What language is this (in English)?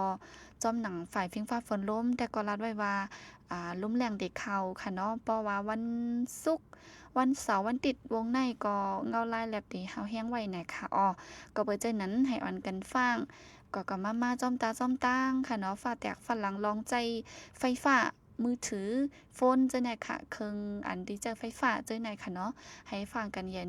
Shan